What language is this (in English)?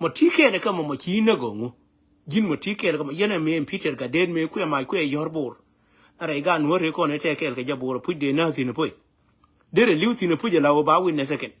Nuer